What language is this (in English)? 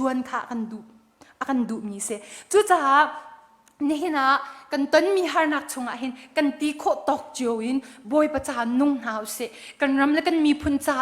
Hakha Chin